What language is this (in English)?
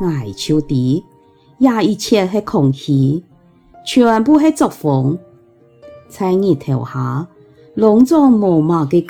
Hakka Chinese